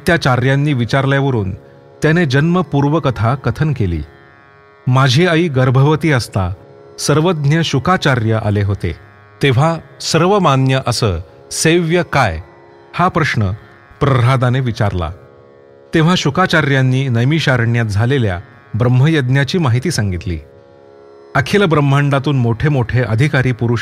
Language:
Marathi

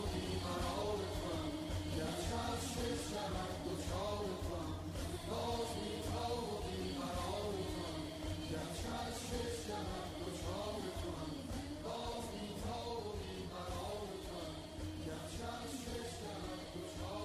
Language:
Persian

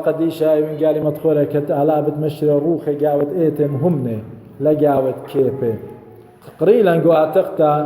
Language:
Assyrian Neo-Aramaic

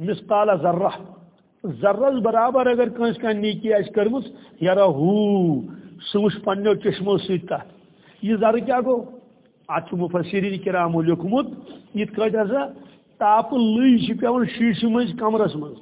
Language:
Kashmiri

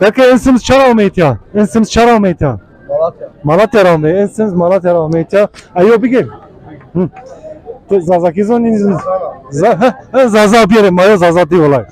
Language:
Zaza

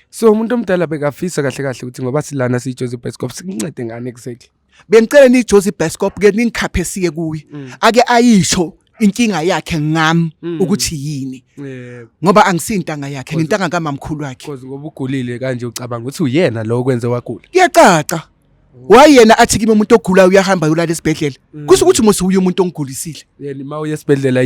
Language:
Zulu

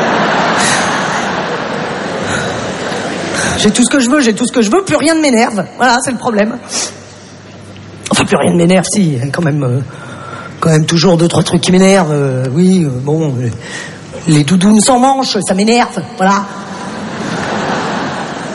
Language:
French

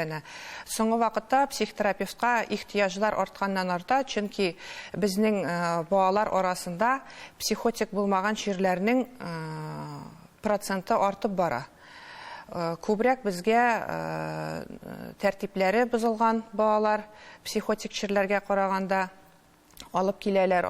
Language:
Tatar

